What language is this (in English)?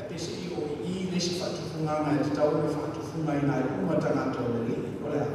Samoan